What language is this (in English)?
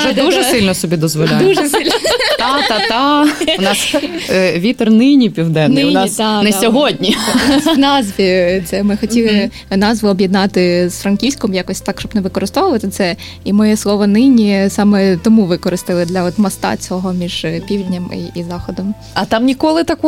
Ukrainian